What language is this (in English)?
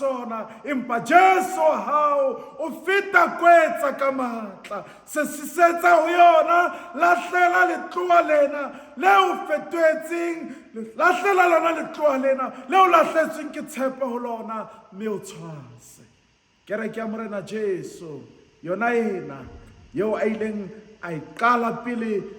Southern Sotho